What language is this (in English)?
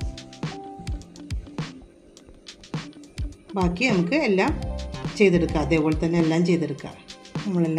Malayalam